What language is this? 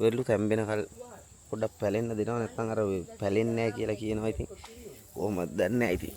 Sinhala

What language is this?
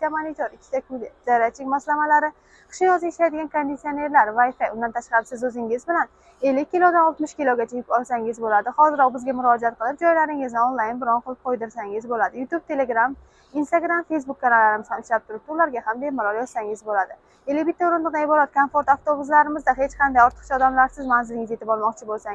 Uzbek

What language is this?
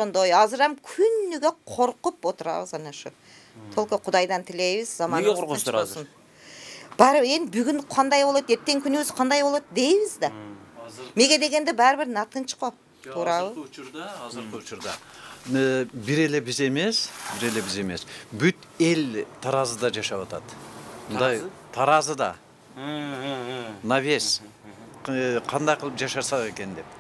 Kyrgyz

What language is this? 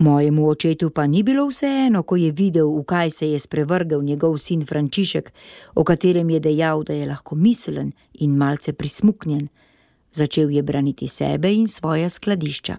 Slovenian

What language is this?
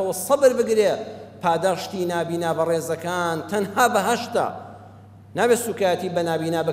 Central Kurdish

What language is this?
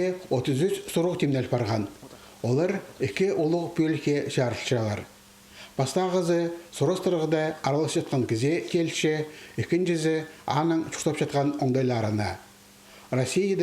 Khakas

